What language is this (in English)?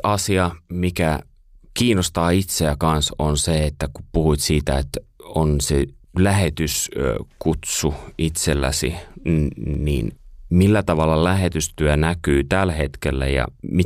Finnish